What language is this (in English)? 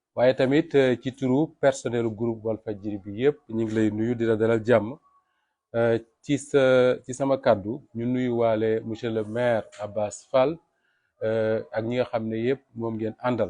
Wolof